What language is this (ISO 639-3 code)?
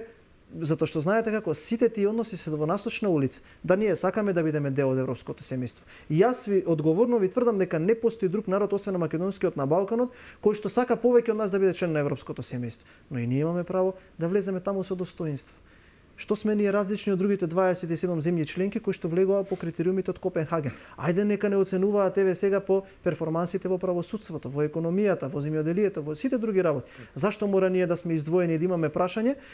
mkd